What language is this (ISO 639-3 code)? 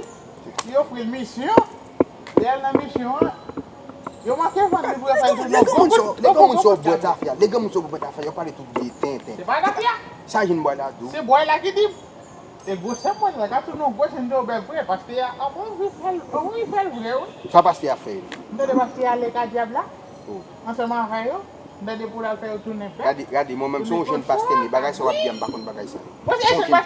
hat